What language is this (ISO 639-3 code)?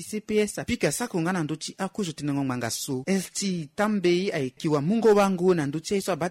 sag